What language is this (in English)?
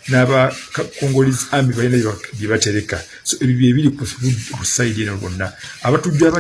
Ganda